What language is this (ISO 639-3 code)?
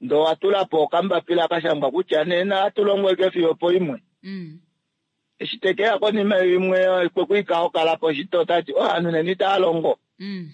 kua